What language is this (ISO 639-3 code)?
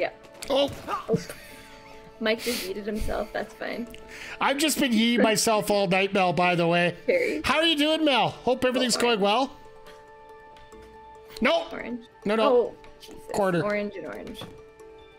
eng